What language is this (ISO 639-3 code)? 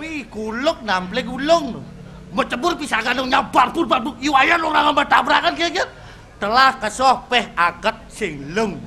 ban